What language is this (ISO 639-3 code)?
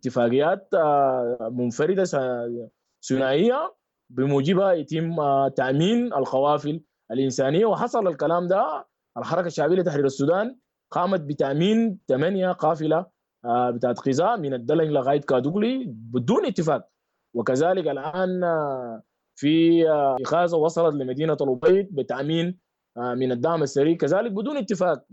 apd